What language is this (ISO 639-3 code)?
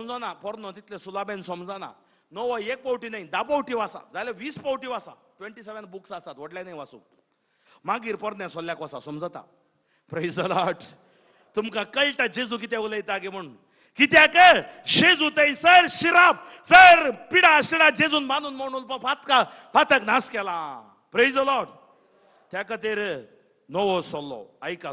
kok